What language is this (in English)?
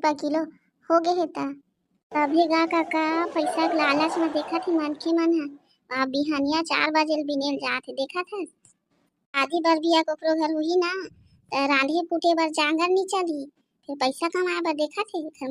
Chhattisgarhi